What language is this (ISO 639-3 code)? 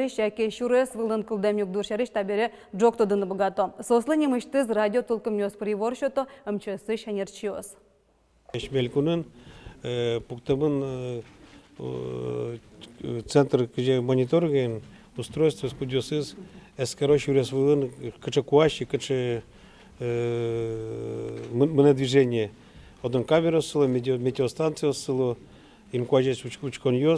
udm